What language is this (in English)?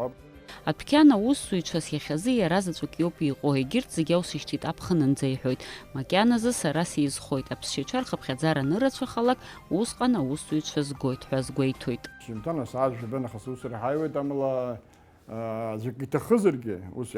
Abkhazian